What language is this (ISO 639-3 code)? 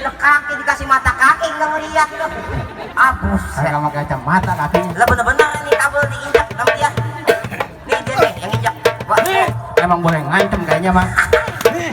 bew